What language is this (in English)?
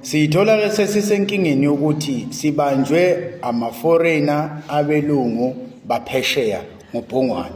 Zulu